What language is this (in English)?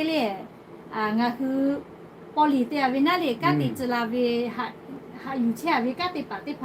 Lahu